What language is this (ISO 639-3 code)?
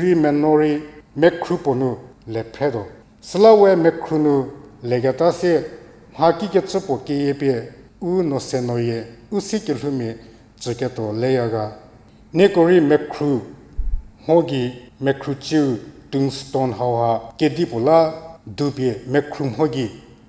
njm